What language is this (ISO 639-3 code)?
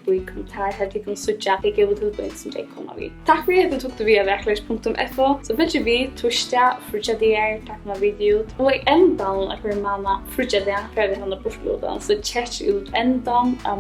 fao